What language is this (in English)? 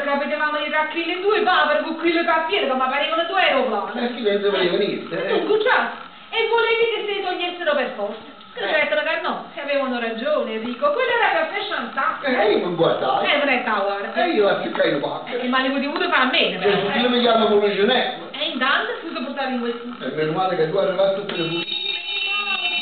Neapolitan